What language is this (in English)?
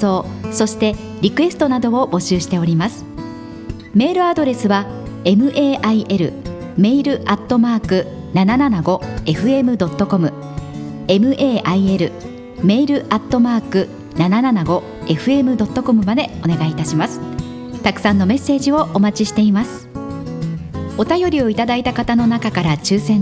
Japanese